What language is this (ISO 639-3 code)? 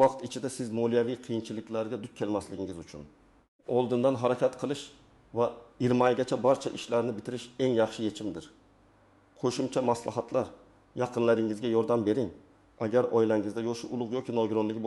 uzb